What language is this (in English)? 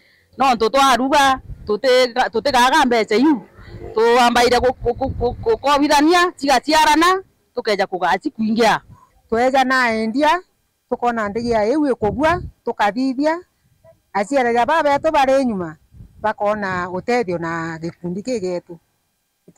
Meru